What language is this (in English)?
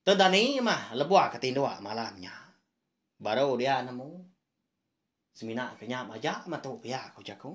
Iban